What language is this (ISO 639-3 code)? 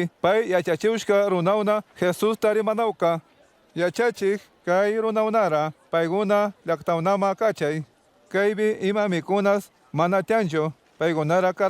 qug